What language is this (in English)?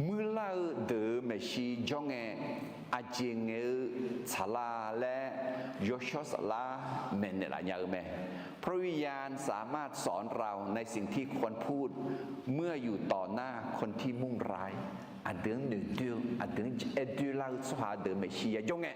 Akha